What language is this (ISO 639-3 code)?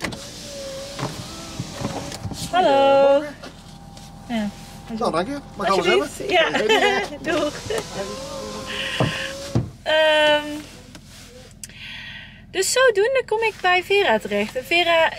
nld